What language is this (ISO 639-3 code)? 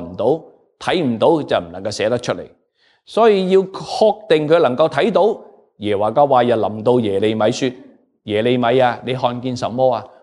yue